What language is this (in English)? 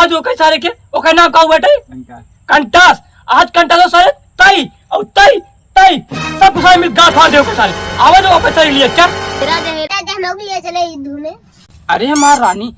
Awadhi